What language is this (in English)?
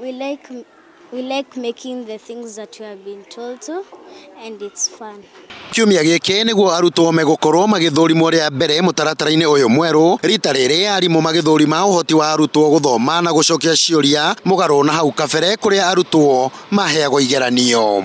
Kikuyu